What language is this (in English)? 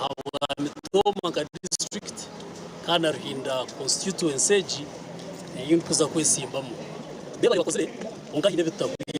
Nyankole